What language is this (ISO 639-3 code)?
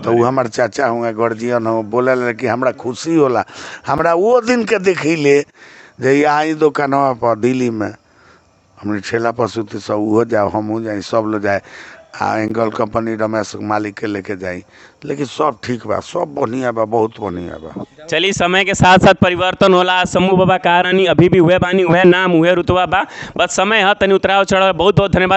bho